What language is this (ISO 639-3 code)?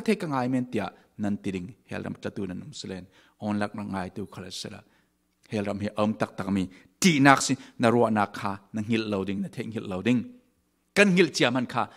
cfm